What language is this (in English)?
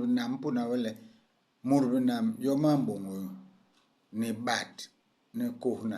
Basaa